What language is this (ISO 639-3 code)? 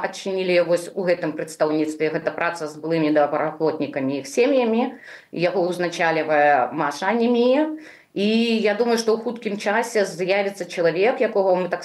bel